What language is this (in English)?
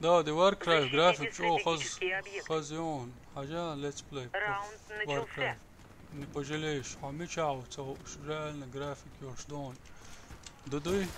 Chechen